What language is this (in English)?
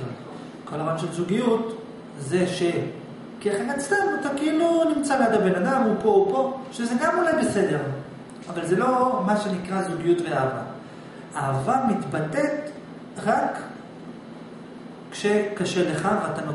Hebrew